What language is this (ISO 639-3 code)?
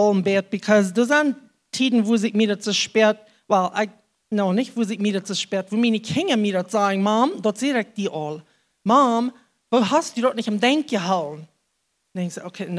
pdt